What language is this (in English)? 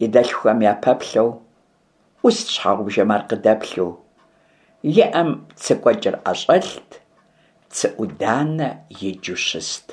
Kabardian